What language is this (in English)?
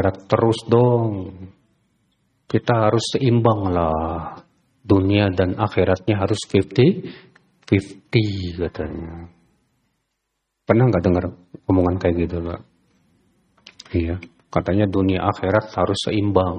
Indonesian